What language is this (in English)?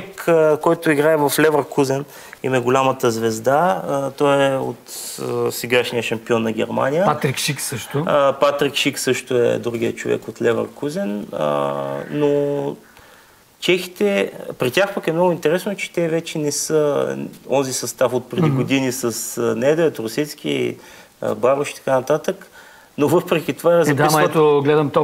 Bulgarian